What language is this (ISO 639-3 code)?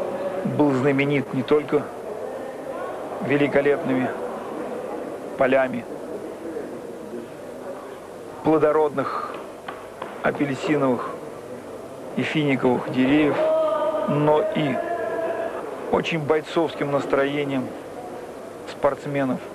rus